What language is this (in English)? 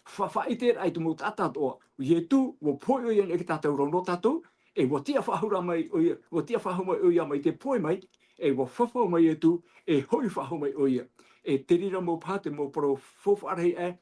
Tahitian